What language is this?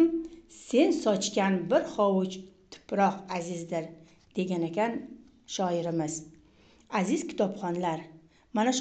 Uzbek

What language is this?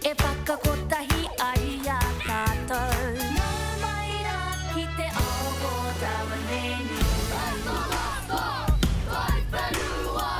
Māori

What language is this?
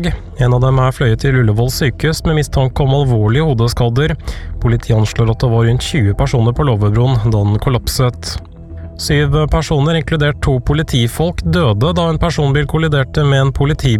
Norwegian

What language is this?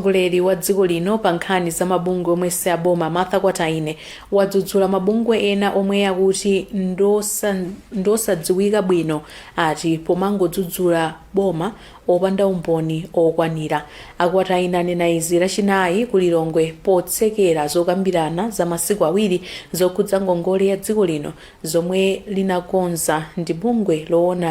Nyanja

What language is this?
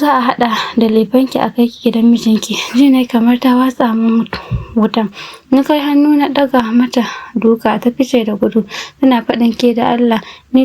Hausa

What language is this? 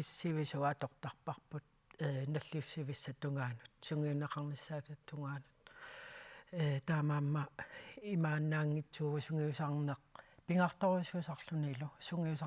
Kalaallisut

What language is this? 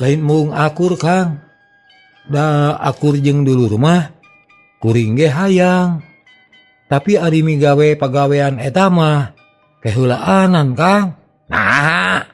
Sundanese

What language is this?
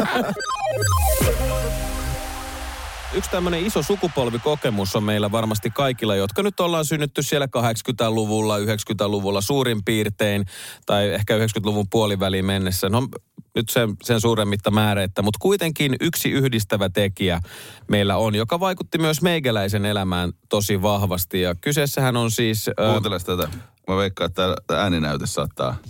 Finnish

